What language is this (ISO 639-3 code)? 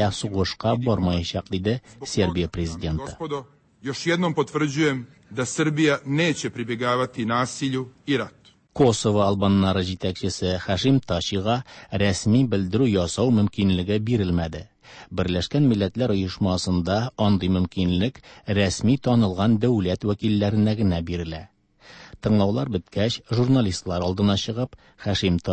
tat